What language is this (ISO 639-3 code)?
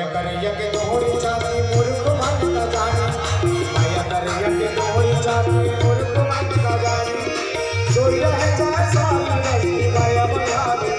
hne